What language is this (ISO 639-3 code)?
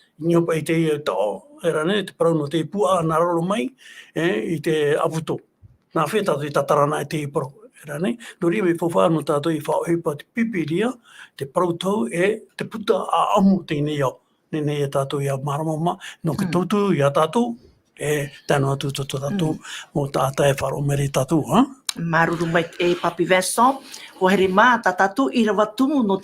tah